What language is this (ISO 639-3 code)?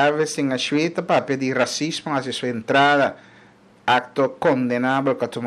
pap